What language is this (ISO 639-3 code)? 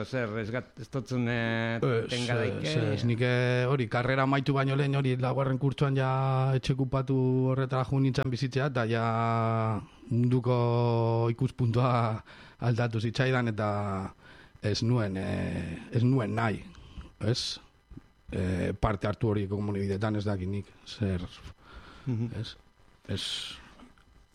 eus